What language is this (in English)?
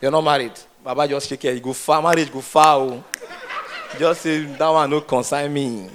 Nigerian Pidgin